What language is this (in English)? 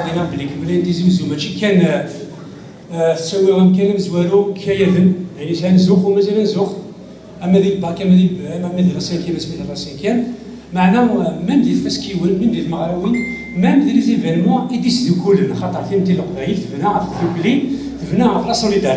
Kabyle